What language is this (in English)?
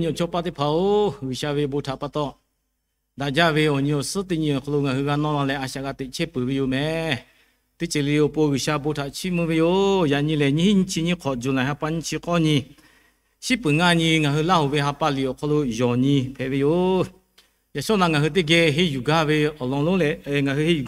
Lahu